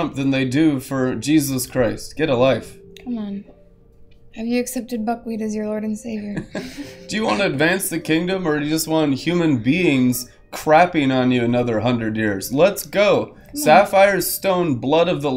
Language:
English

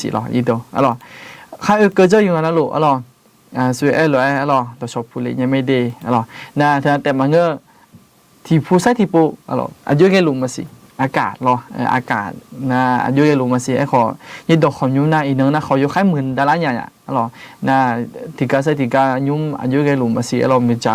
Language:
Akha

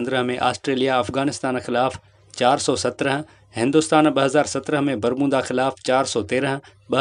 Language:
Sindhi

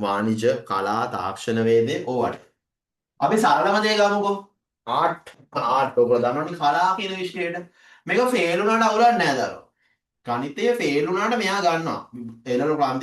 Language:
Sinhala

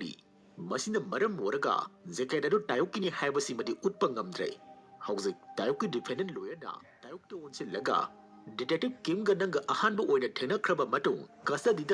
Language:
Manipuri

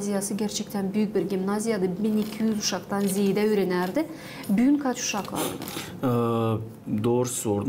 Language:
Gagauz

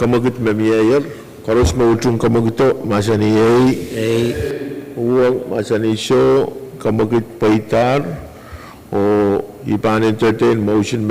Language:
Pohnpeian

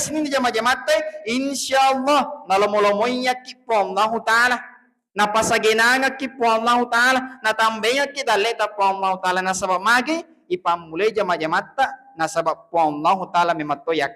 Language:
Buginese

